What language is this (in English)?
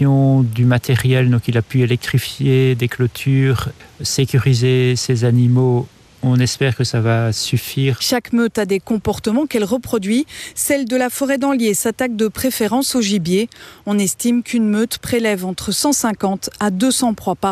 French